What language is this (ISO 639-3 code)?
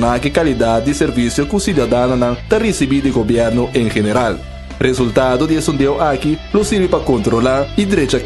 pap